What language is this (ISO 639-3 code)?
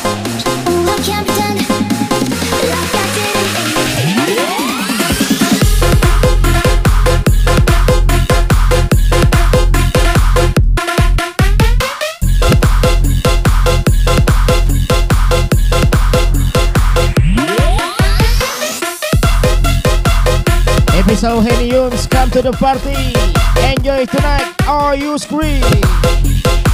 ind